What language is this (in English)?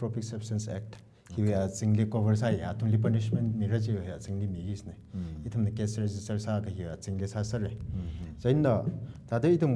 Tangkhul Naga (India)